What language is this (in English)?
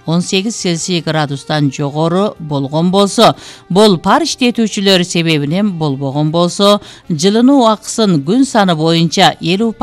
Kyrgyz